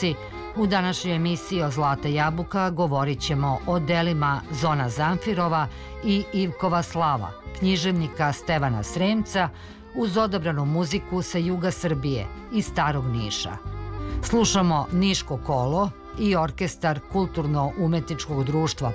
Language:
Serbian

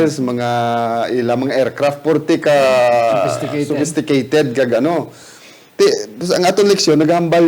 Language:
Hiligaynon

